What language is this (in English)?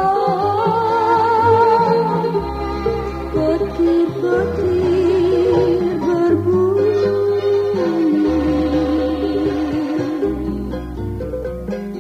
Indonesian